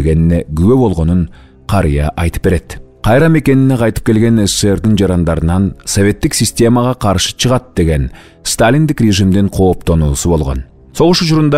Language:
Kyrgyz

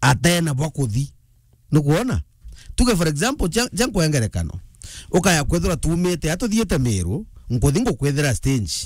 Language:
Meru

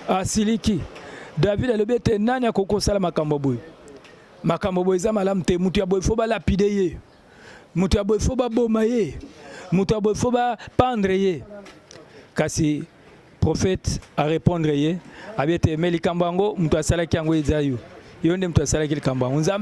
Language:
Lingala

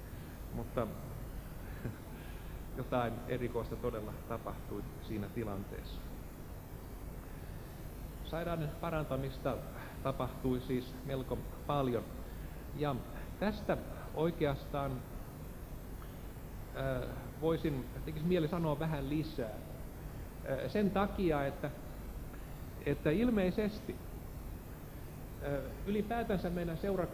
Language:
Finnish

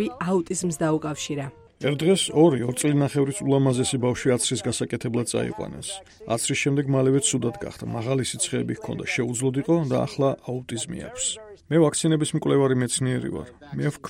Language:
Georgian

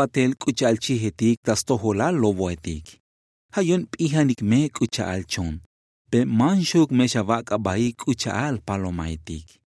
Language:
Tzotzil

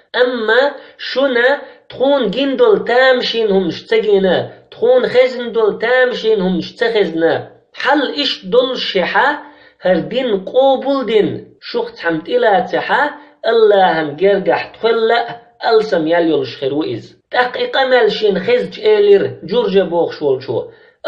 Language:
Chechen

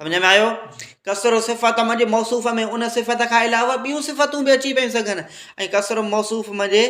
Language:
Sindhi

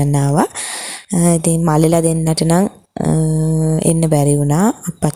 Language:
Sinhala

